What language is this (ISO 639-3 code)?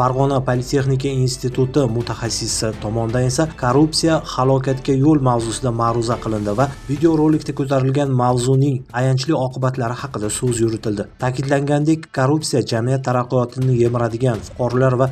uzb